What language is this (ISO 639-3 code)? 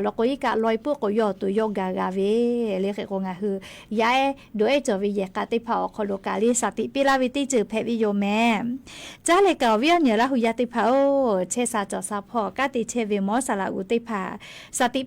lhu